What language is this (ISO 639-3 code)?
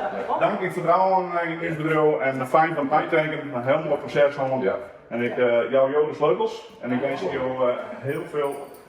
fry